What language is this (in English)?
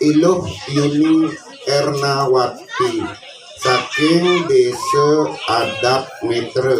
Balinese